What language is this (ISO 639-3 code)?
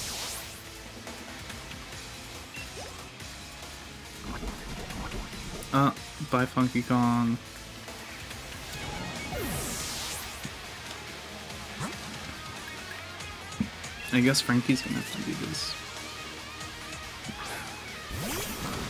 eng